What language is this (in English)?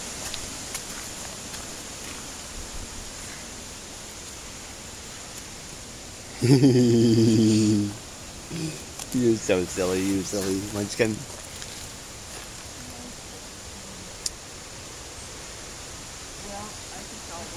English